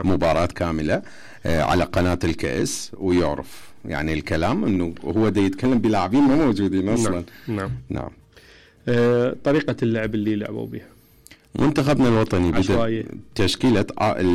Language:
Mesopotamian Arabic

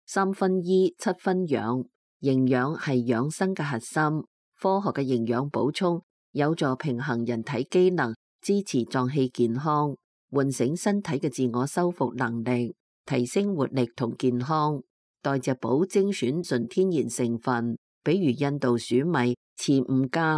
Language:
Cantonese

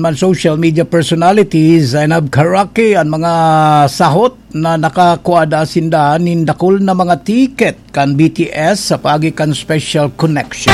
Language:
Bikol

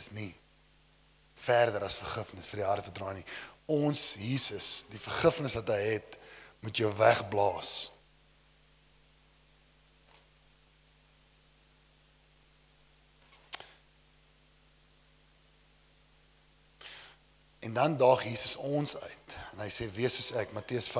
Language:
Afrikaans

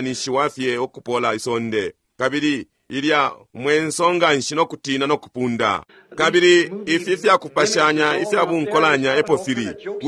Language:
Bemba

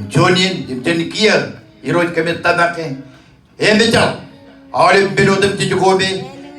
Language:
Marshallese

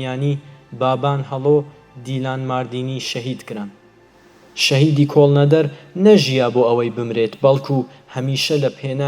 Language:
Central Kurdish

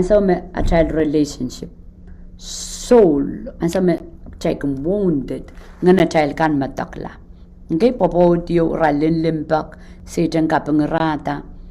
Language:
Pohnpeian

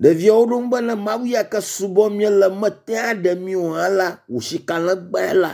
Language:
Ewe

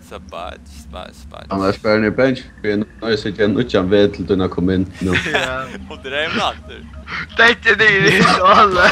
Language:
Faroese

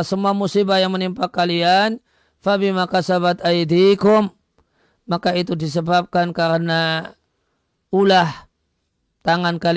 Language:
Indonesian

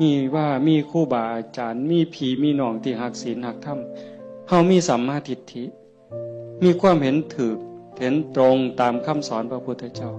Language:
Northeastern Thai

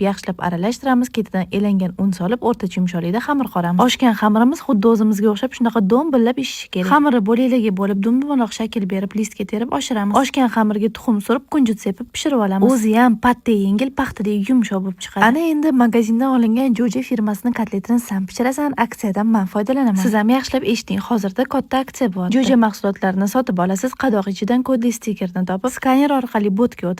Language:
Uzbek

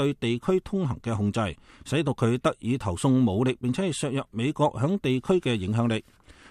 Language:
Cantonese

